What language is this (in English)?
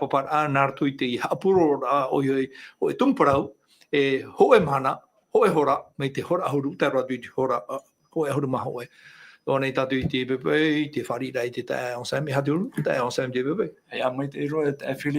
Tahitian